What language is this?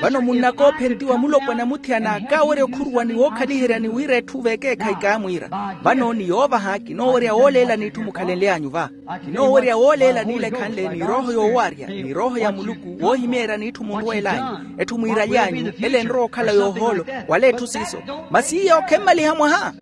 Makhuwa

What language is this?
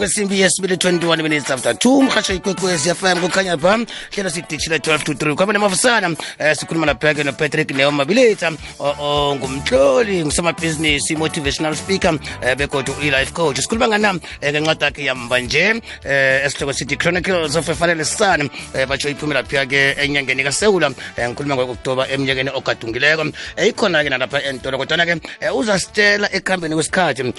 South Ndebele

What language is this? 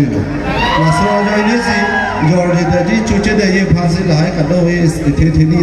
Karbi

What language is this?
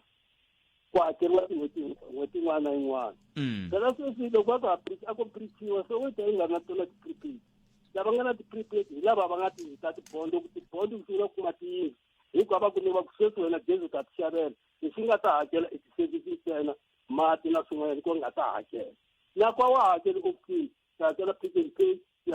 Tsonga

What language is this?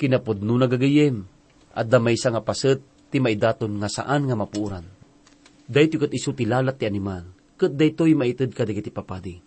Iloko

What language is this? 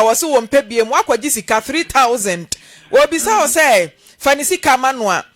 Akan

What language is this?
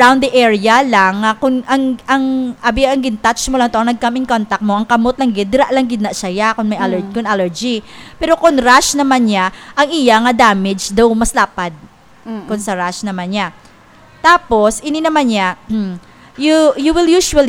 Hiligaynon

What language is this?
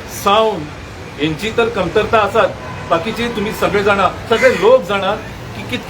Konkani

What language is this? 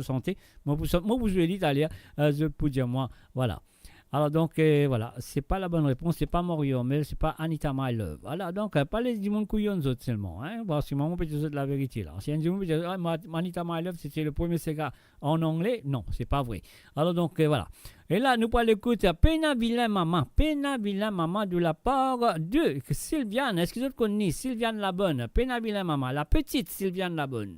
Morisyen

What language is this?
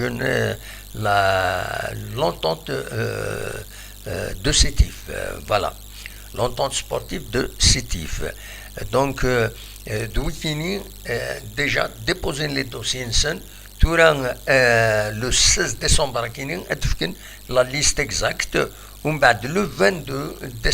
Kabyle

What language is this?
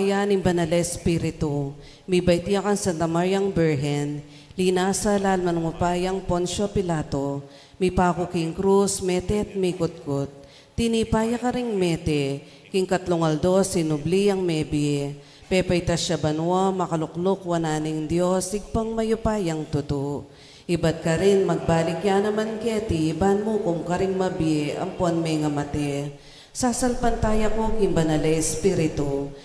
Pampanga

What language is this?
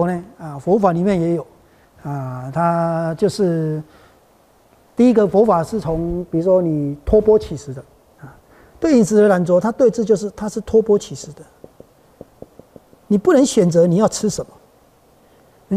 Chinese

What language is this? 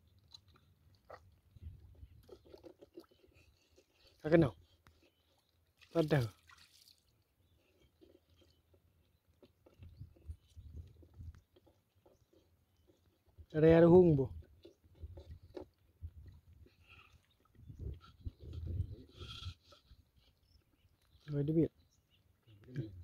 Malay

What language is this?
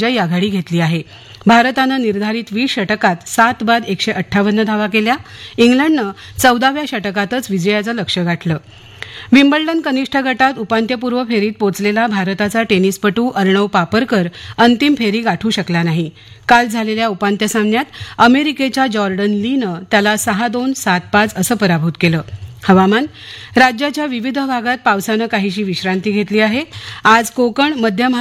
Marathi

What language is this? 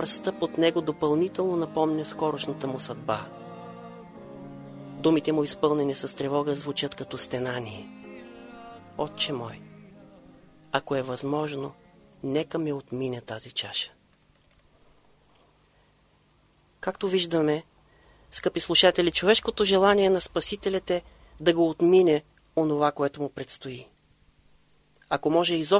Bulgarian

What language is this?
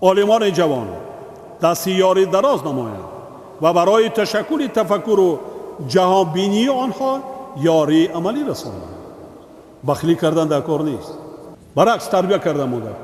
Tajik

